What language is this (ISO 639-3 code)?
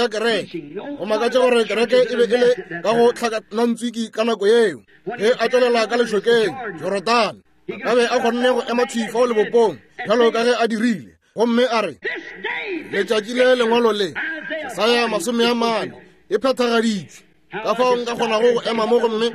nso